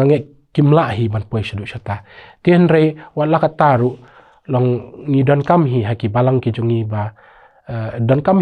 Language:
Khasi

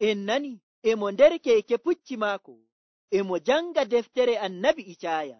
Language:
Nigerian Fulfulde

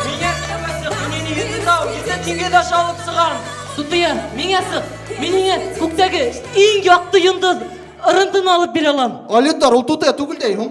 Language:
Bashkir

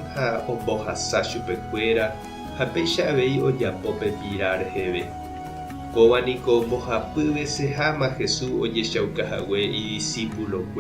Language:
Guarani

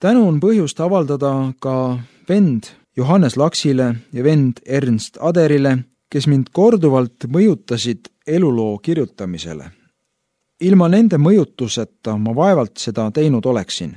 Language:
Estonian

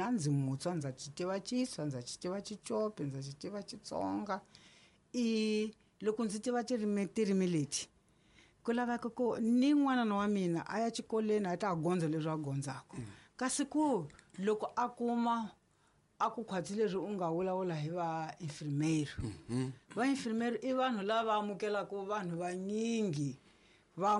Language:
Tsonga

